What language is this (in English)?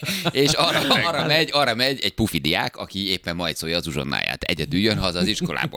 Hungarian